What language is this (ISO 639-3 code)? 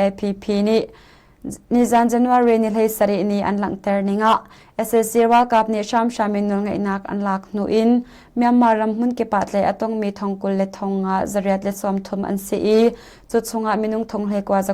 cnh